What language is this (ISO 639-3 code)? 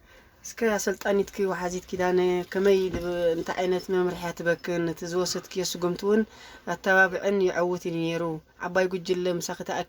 tir